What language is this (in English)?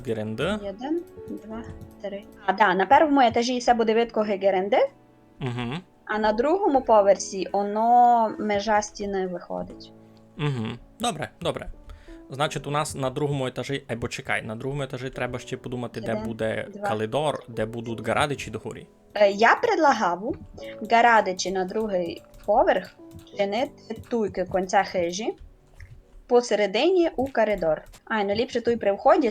Rusyn